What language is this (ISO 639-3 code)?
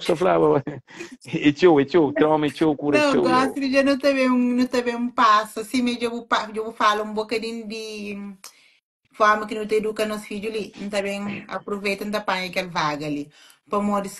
kea